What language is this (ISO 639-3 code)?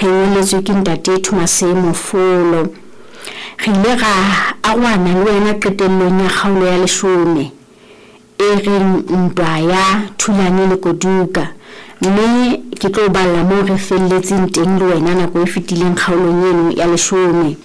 sot